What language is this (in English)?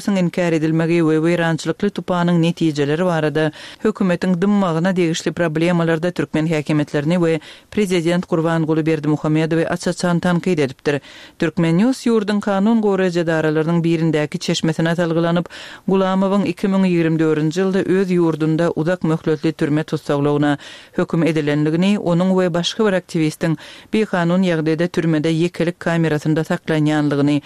Turkmen